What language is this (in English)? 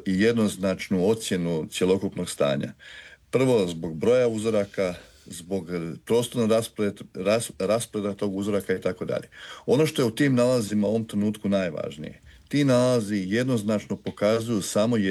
Croatian